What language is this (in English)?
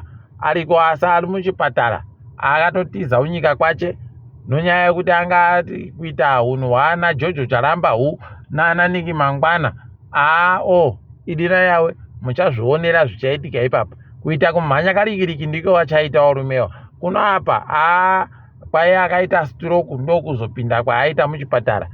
Ndau